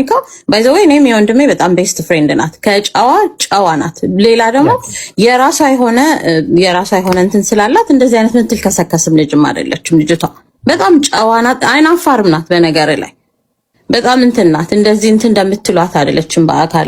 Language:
Amharic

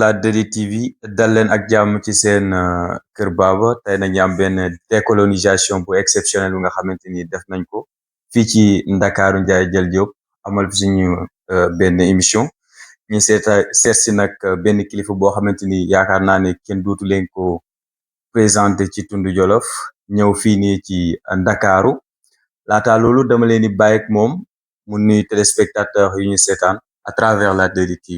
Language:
Wolof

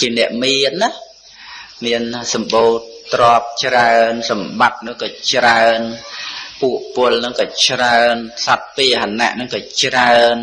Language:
Khmer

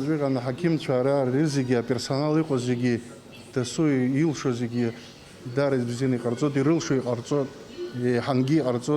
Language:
Abkhazian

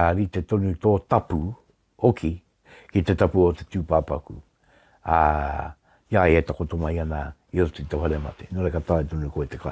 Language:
Māori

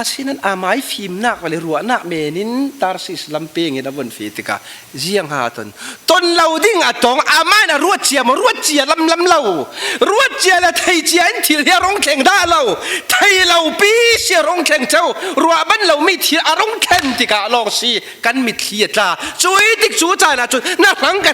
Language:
Falam Chin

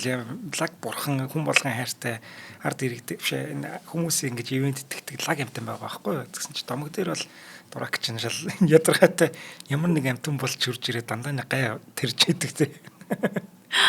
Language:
Mongolian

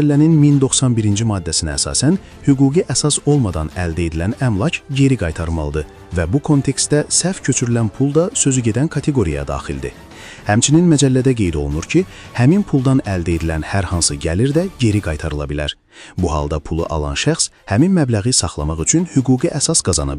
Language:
Azerbaijani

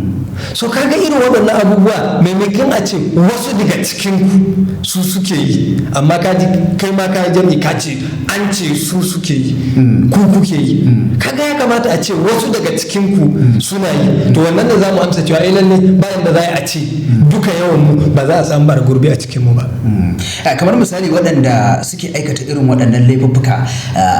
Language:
Hausa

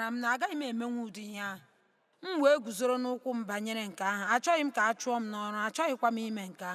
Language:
Igbo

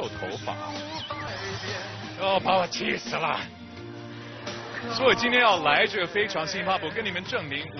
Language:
Chinese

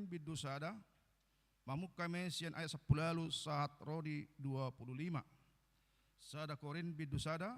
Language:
Batak Toba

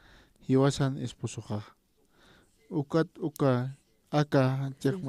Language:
Aymara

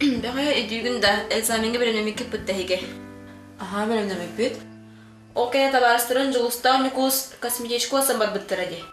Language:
Yakut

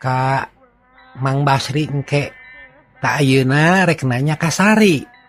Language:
Sundanese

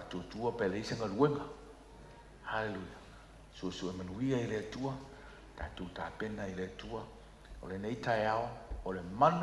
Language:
Samoan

